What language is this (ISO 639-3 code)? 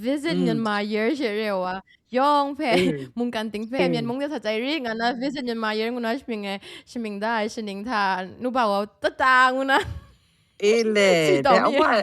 kac